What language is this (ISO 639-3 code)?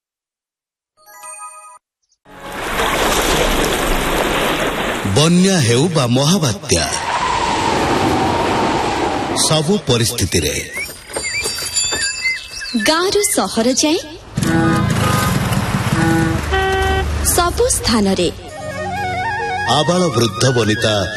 ori